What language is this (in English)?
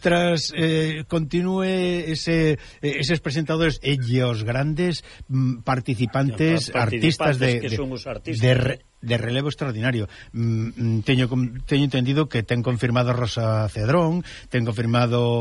Galician